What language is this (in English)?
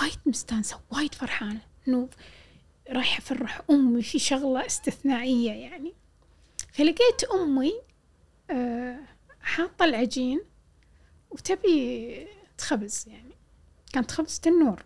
Gulf Arabic